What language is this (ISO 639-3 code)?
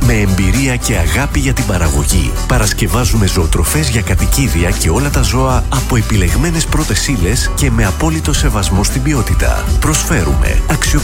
ell